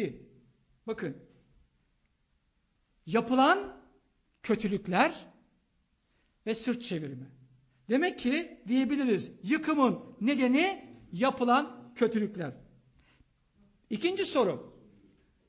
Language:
Turkish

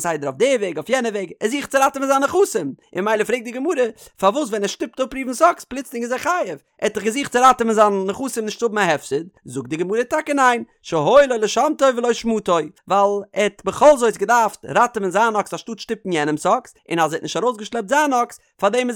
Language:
Yiddish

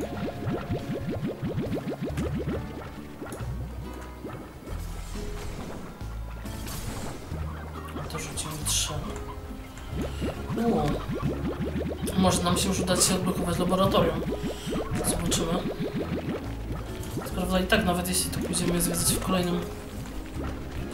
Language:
Polish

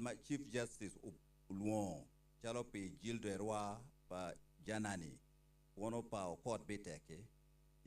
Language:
Acoli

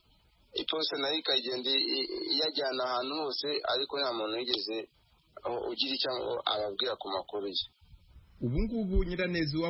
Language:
Kinyarwanda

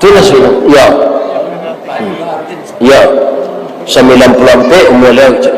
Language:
Minangkabau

